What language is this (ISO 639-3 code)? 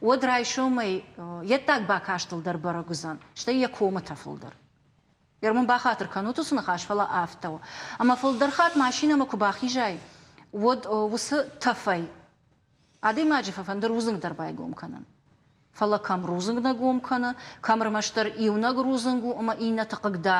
oss